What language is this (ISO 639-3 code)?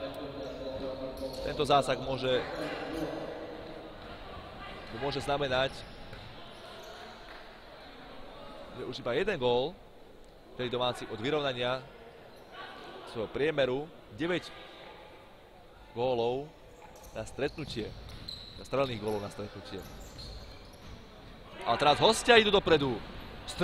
slk